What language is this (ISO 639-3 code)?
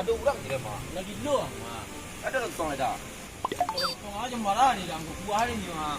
min